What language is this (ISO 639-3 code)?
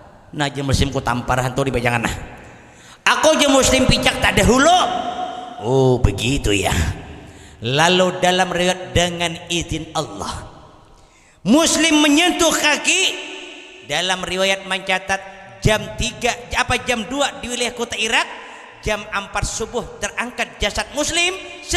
bjn